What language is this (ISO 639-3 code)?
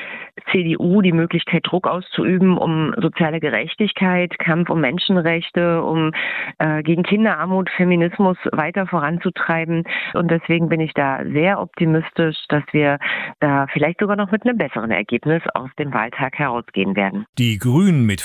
deu